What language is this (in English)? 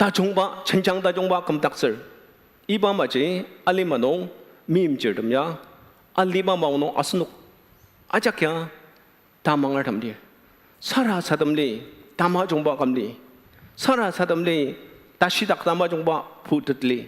Ao Naga